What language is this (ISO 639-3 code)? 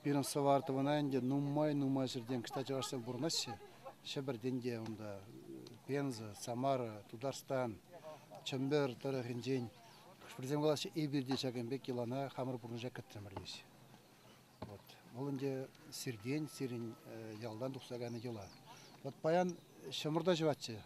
chv